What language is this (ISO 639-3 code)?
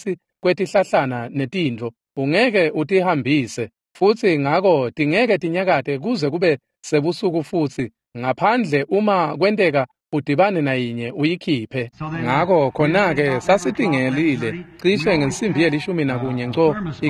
ssw